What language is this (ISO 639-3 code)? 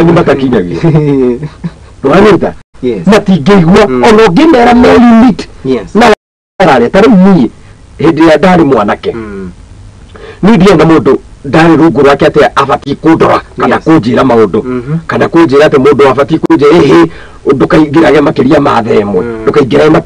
kik